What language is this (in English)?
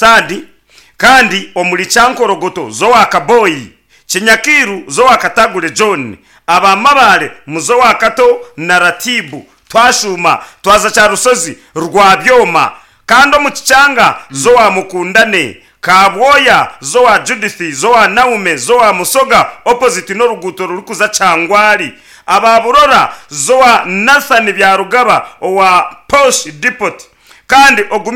Nyankole